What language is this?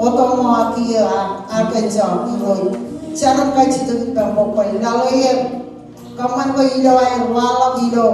Marshallese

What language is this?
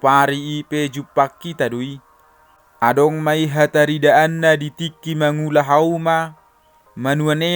Batak Toba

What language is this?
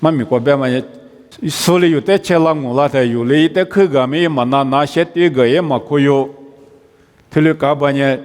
Lisu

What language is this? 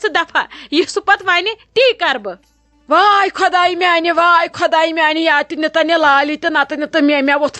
Kashmiri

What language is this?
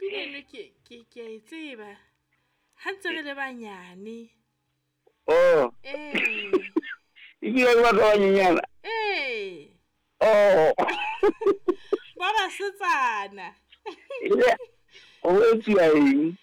Southern Sotho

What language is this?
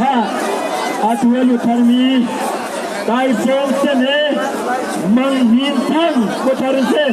Hakha Chin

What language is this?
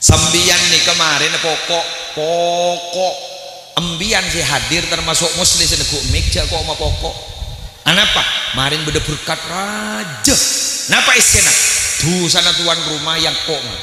Madurese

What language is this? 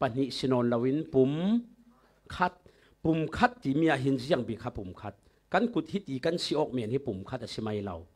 Falam Chin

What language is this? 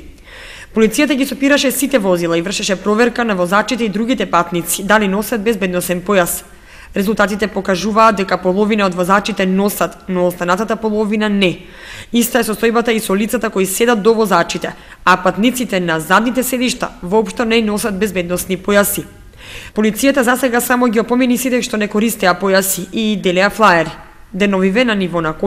Macedonian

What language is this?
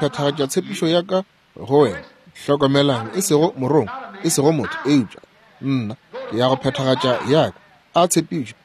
Northern Sotho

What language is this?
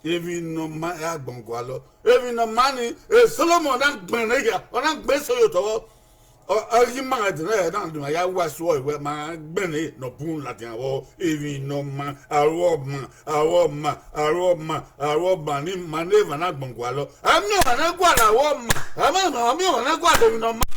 Bini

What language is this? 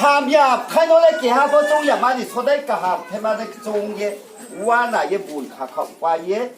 Riang (India)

